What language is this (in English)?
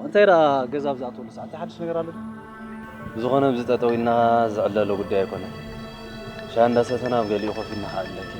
Tigrinya